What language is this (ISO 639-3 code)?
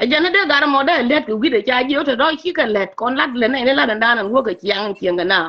nus